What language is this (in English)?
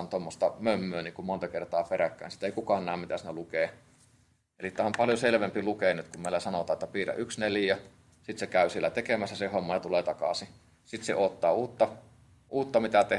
Finnish